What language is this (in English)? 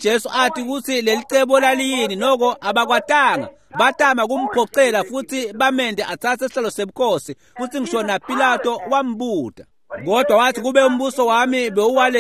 Swati